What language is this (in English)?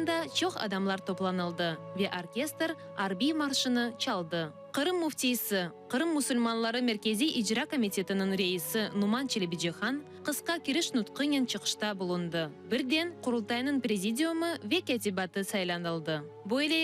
Crimean Tatar